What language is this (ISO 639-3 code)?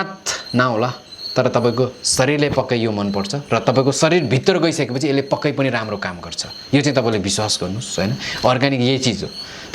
nep